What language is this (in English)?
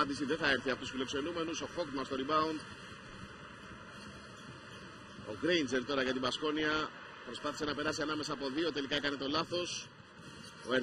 Greek